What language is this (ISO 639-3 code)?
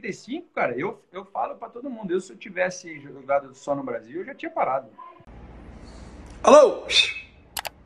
por